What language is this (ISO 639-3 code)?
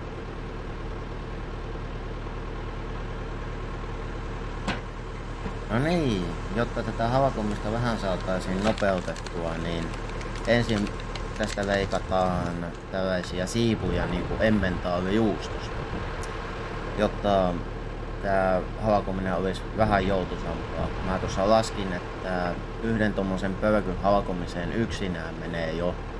fin